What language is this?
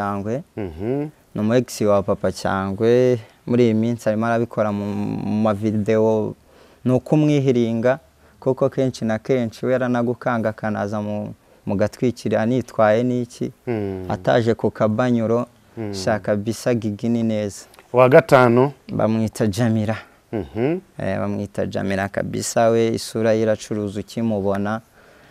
Kinyarwanda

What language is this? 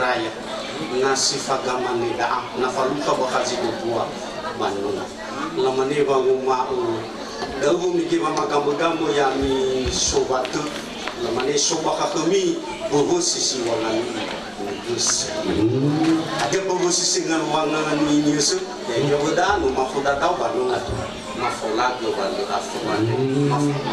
Nias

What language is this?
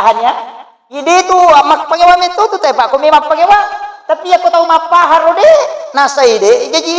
Buginese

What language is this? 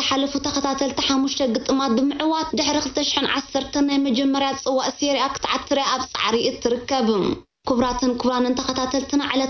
Tigrinya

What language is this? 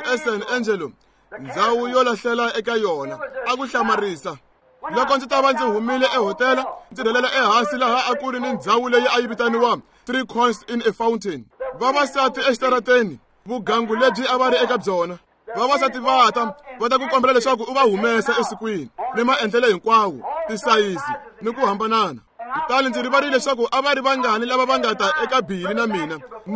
Tsonga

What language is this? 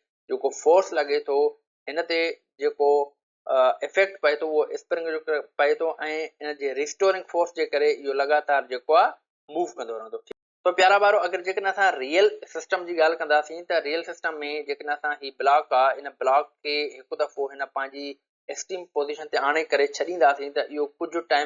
Sindhi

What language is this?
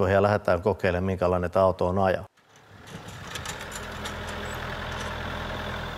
Finnish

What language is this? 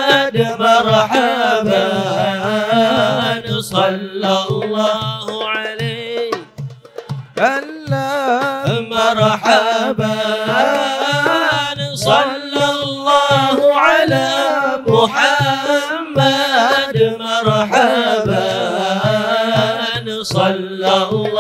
Malay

